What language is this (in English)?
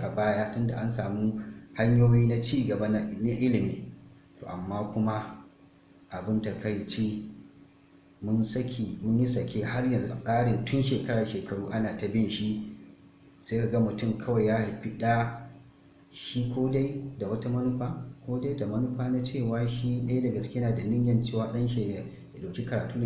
Hausa